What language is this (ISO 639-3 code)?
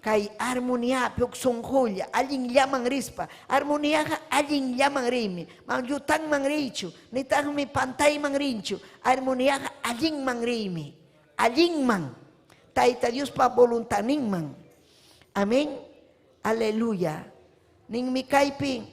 quy